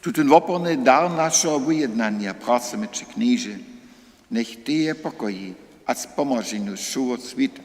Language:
Upper Sorbian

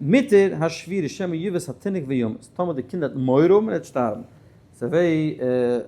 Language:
Yiddish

